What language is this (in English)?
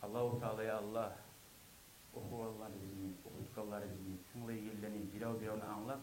Kumyk